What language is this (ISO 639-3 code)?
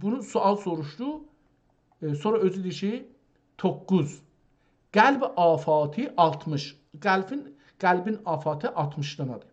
azb